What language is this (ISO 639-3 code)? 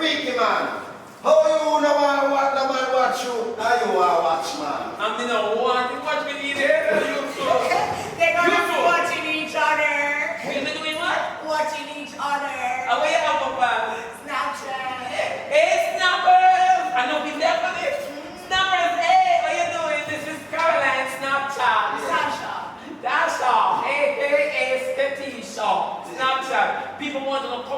jam